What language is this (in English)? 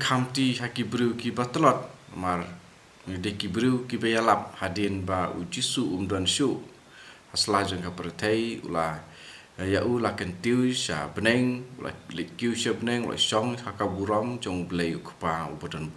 Khasi